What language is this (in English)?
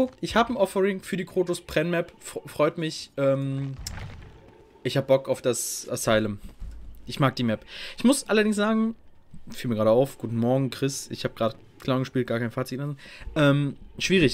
German